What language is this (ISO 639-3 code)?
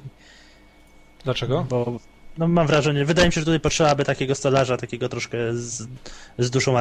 pol